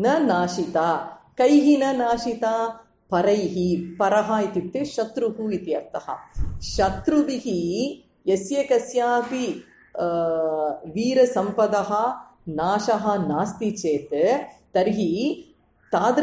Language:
Sanskrit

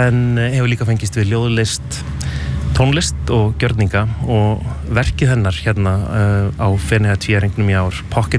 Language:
Icelandic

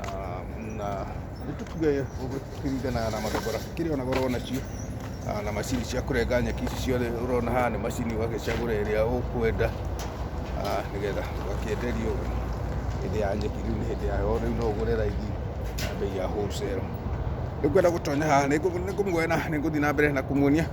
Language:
Kikuyu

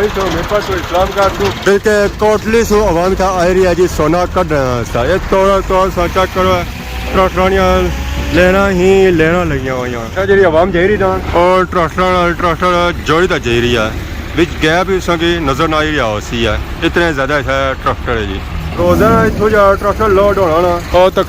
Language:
Pahari-Potwari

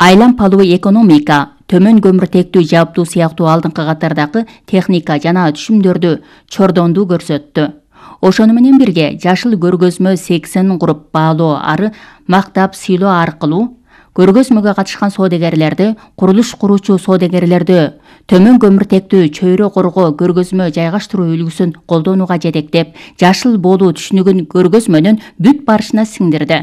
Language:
Kyrgyz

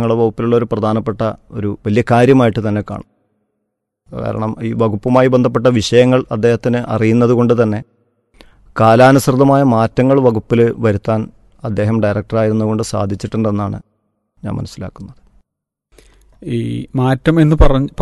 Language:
Malayalam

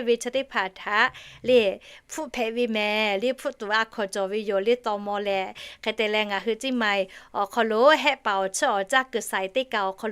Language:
Lahu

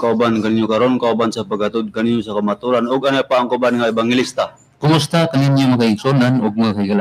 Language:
Cebuano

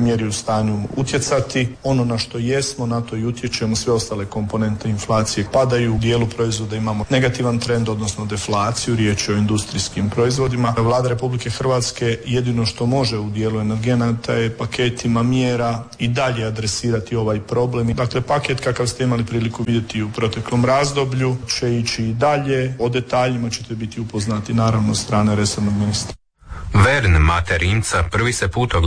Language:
Croatian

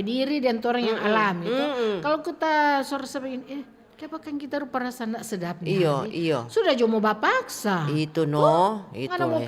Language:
Manado Malay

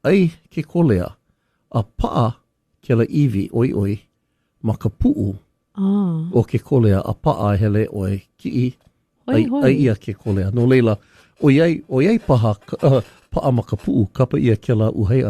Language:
Hawaiian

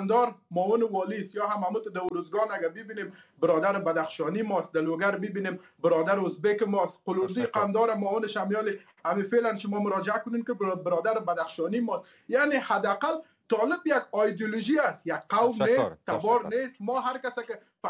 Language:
Persian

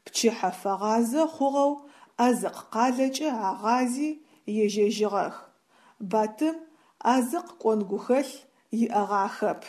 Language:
Adyghe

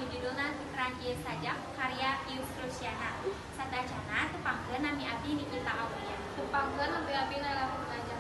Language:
Sundanese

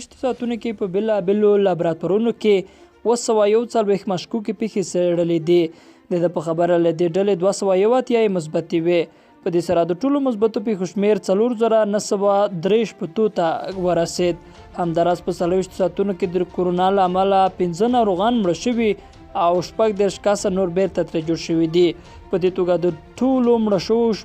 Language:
Pashto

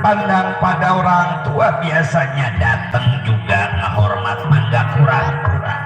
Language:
Betawi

